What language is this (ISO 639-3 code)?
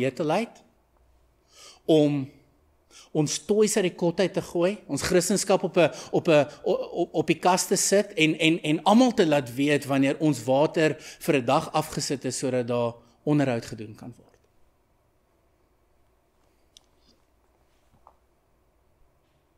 afr